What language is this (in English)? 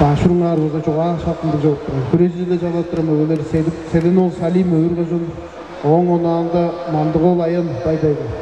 Tuvinian